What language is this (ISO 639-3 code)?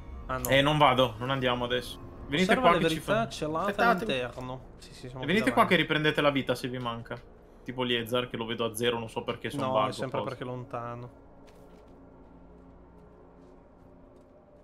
ita